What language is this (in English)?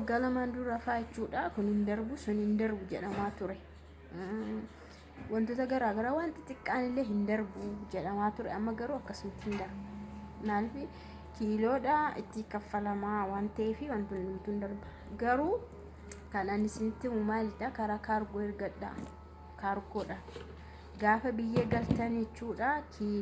Oromo